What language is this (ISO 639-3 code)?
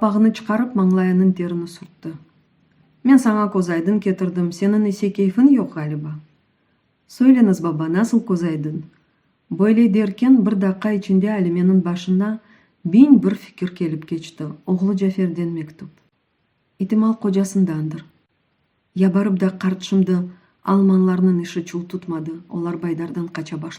crh